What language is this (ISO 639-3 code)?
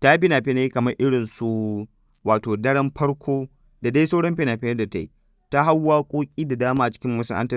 hau